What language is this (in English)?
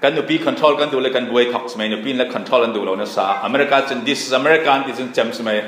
Falam Chin